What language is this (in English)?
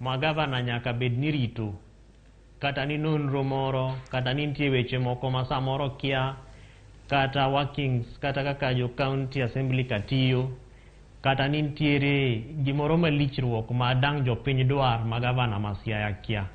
Luo (Kenya and Tanzania)